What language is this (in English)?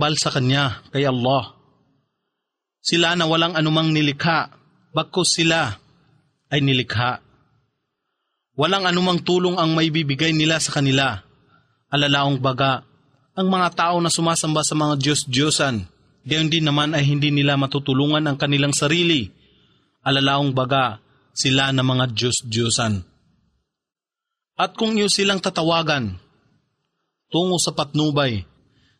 Filipino